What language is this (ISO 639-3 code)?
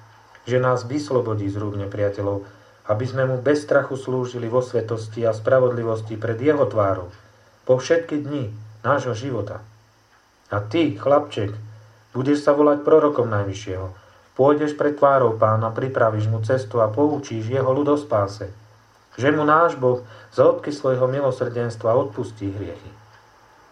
slk